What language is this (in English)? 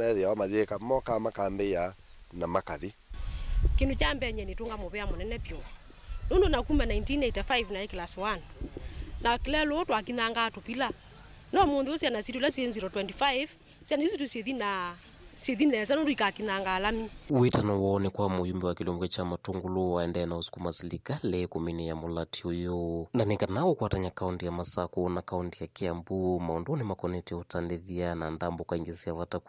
Kamba